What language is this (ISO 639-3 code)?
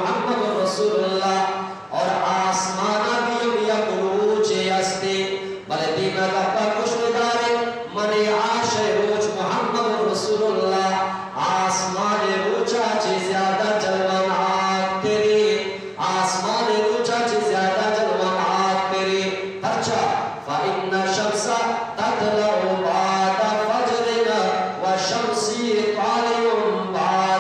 bgp